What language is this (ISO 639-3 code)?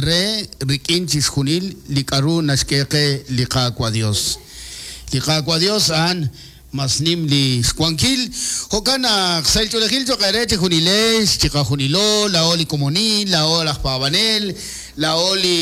kek